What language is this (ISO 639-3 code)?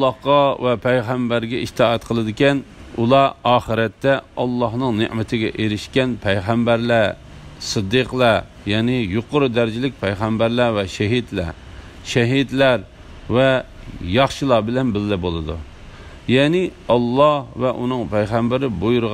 uig